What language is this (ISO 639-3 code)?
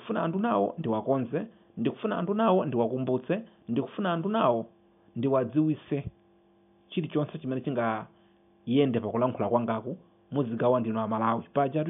nya